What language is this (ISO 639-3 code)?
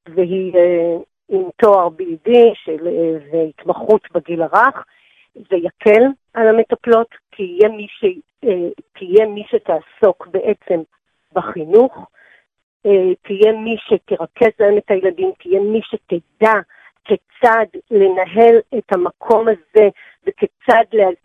heb